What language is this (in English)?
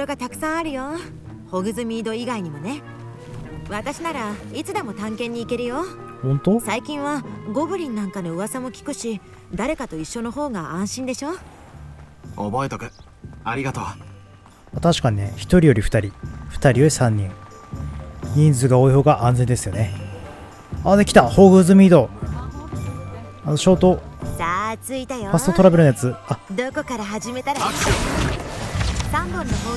Japanese